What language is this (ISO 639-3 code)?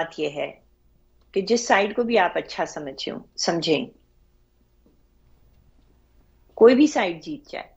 hin